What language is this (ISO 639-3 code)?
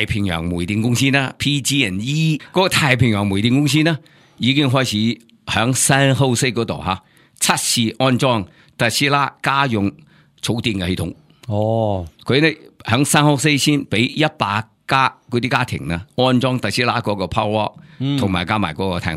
yue